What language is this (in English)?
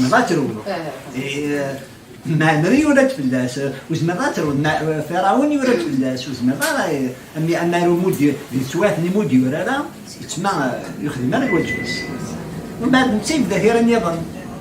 Kabyle